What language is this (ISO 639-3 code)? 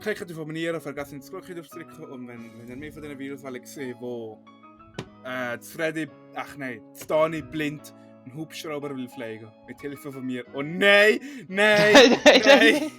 gsw